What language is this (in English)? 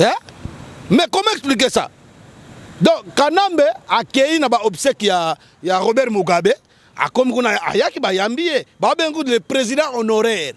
Lingala